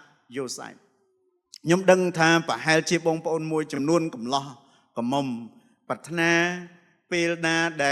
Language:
Khmer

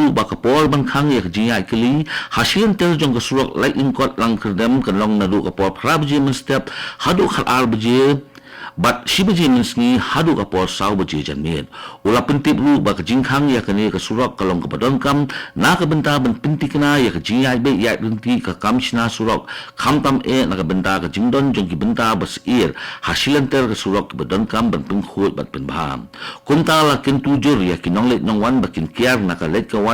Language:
Khasi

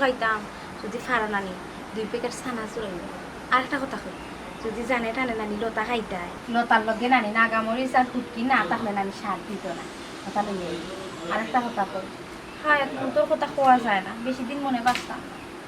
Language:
Sylheti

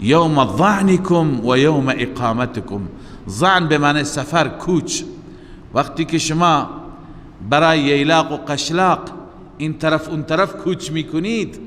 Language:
Persian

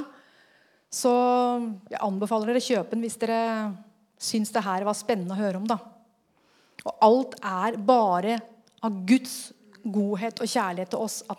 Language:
Norwegian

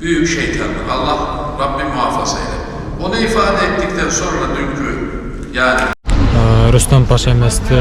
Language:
Bashkir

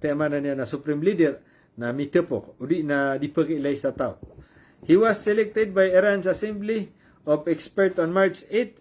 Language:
Maranao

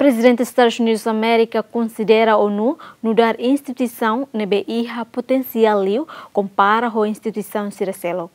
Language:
Tetum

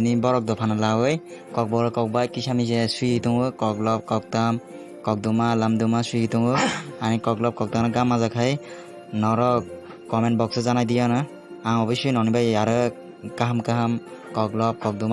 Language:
Kok Borok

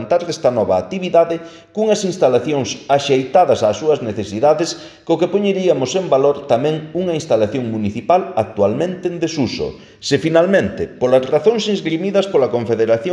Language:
Galician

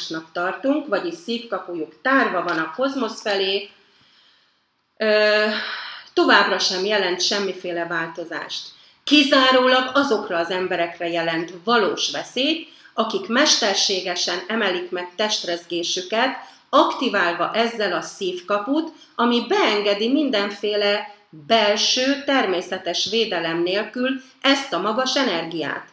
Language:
Hungarian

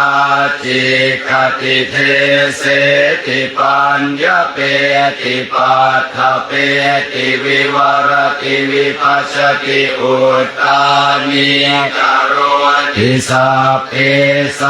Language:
Pali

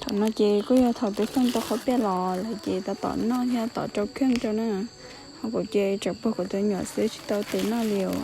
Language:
Hmong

